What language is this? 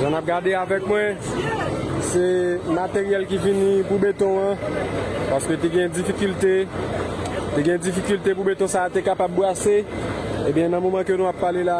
Haitian Creole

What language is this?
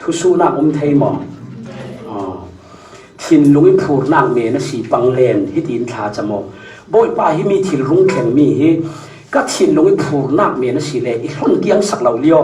Falam Chin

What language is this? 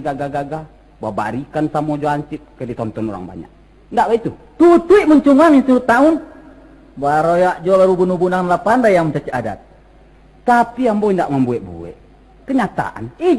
Minangkabau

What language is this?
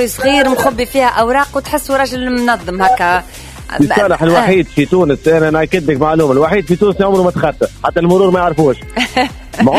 Tunisian Arabic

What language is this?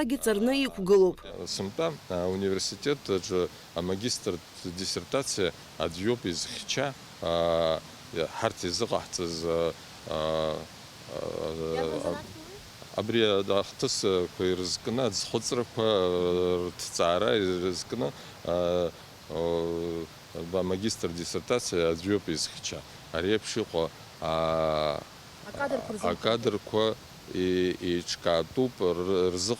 Abkhazian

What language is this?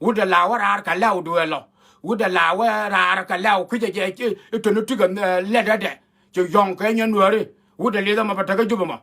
Nuer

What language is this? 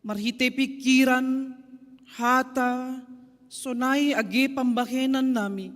Batak Simalungun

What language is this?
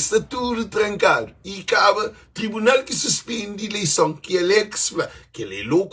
Kabuverdianu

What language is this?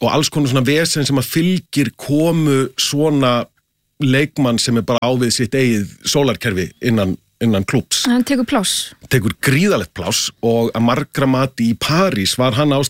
Icelandic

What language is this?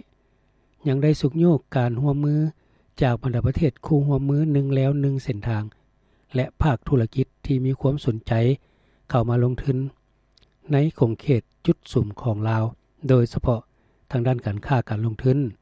Lao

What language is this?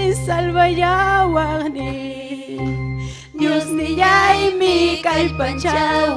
Ayacucho Quechua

